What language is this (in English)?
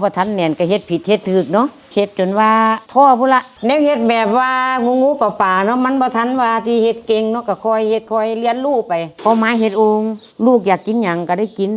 Lao